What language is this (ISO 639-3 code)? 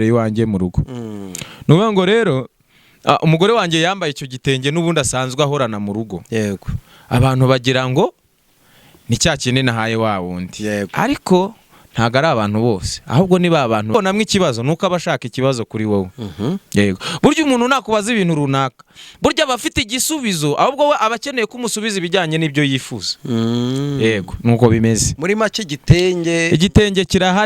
kin